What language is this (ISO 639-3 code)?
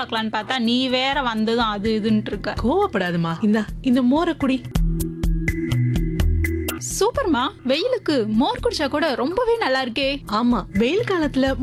tam